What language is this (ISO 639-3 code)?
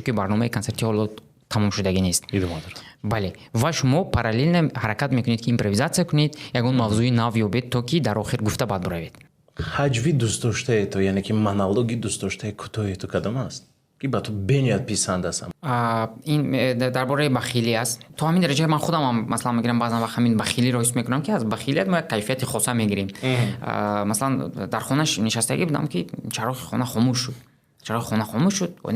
tgk